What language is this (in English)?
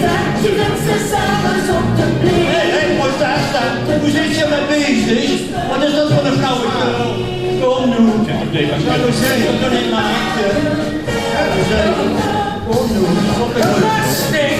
Limburgish